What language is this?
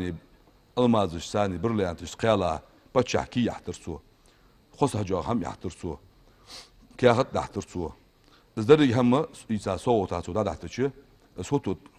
Ingush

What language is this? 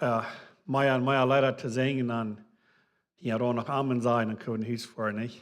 Plautdietsch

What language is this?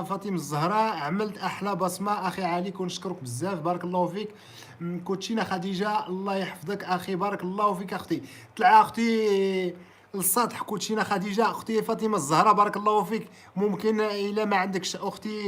Moroccan Arabic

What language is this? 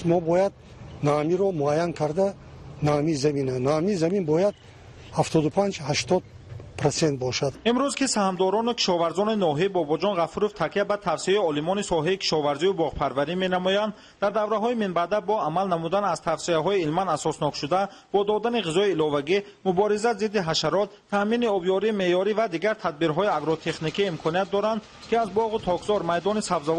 Tajik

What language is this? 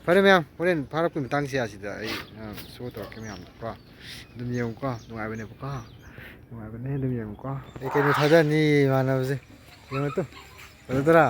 Manipuri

